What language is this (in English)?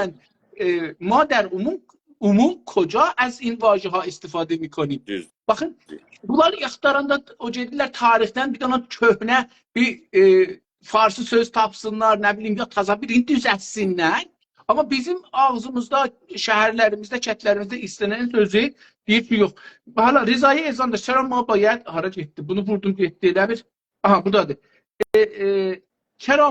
South Azerbaijani